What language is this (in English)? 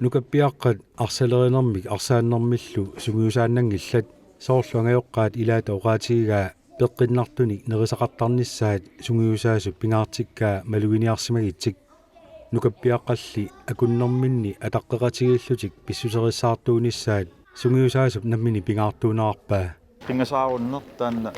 Kalaallisut